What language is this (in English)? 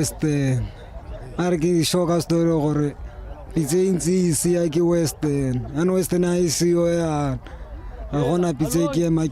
Tswana